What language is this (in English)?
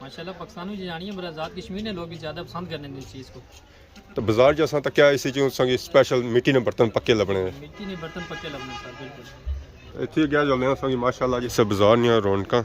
Pahari-Potwari